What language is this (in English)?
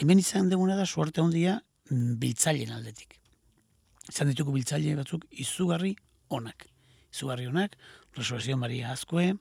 Basque